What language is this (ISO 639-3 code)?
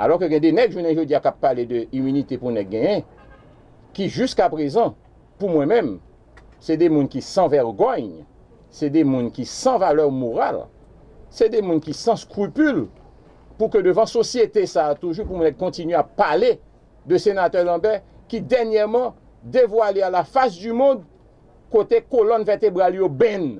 hat